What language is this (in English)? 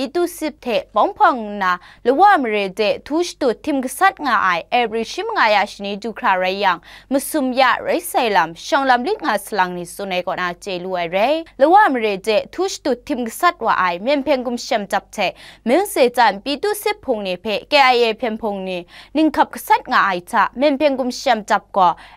Kachin